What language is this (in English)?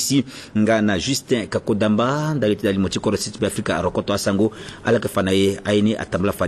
Sango